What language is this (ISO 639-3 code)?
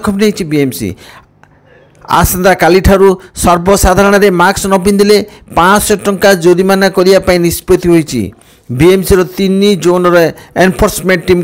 ori